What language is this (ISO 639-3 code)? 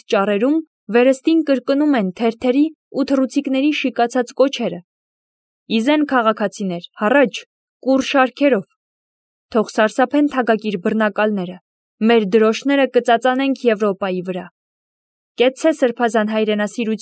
hye